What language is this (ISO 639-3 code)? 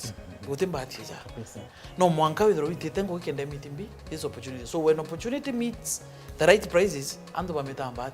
mer